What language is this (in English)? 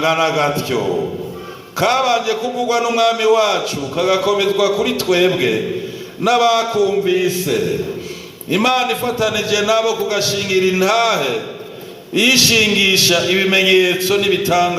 Rundi